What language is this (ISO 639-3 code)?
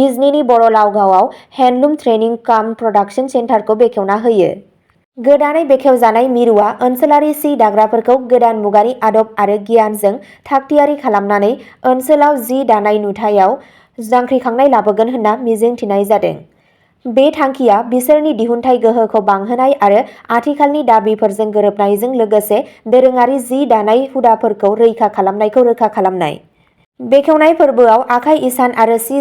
brx